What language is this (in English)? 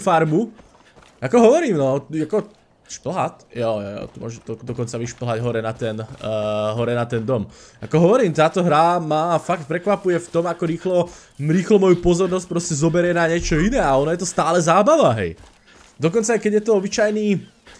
Slovak